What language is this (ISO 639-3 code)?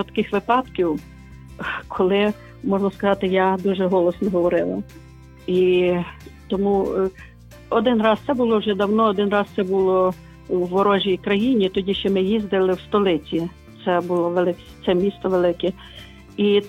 ukr